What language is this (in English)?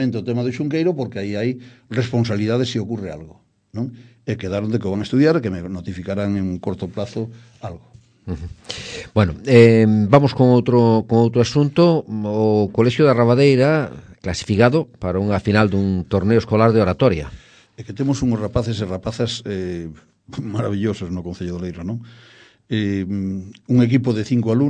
Galician